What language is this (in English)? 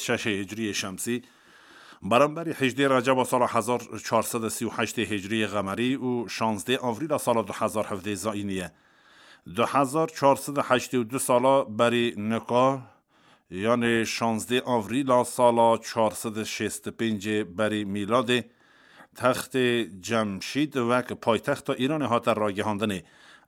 Kurdish